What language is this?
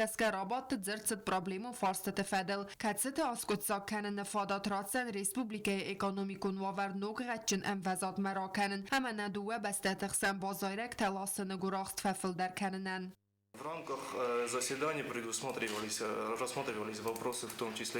Ossetic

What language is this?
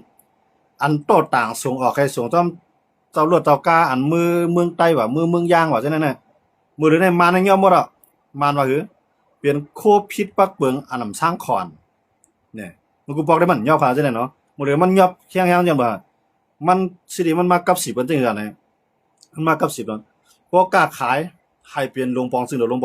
Shan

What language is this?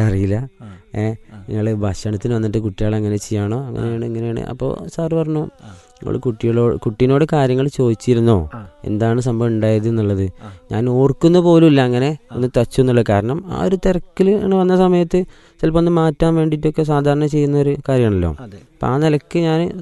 Malayalam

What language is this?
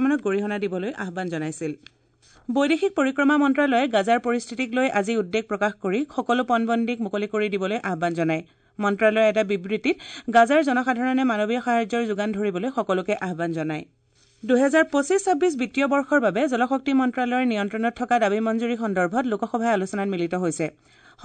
Assamese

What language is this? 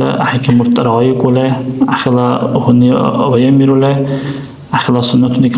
Dargwa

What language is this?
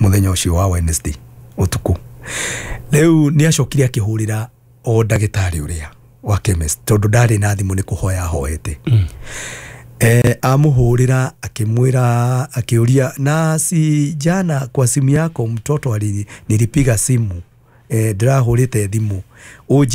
Kikuyu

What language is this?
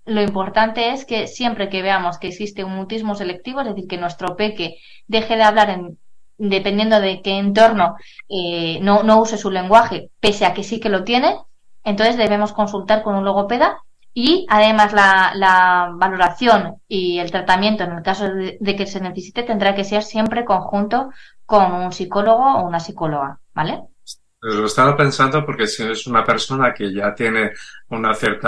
Spanish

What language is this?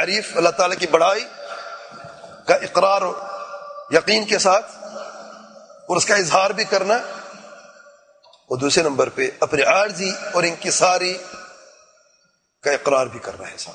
Urdu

